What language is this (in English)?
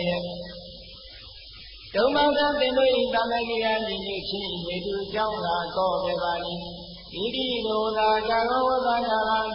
Burmese